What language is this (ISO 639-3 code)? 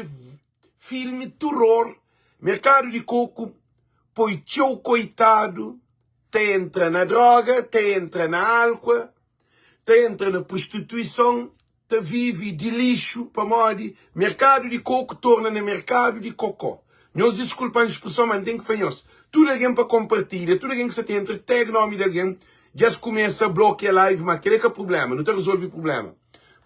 kea